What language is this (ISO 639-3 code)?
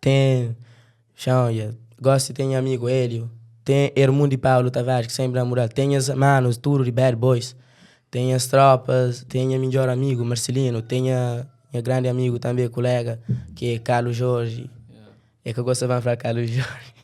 kea